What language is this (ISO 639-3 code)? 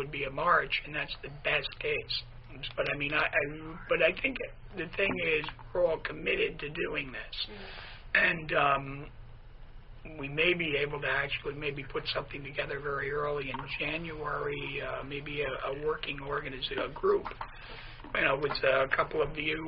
eng